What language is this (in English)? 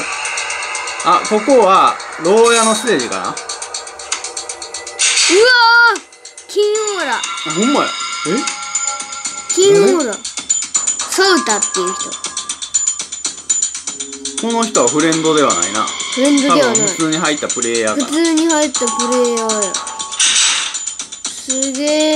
Japanese